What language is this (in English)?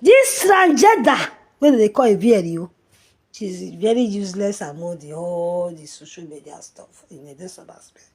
Nigerian Pidgin